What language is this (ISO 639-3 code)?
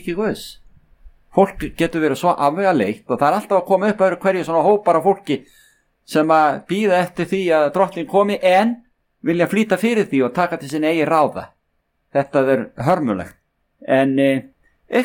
isl